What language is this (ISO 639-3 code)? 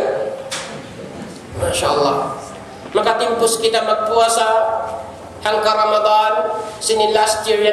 tsg